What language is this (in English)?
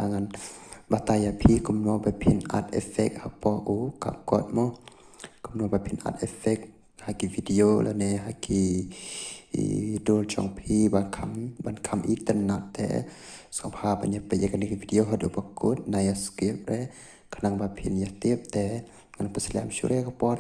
Khasi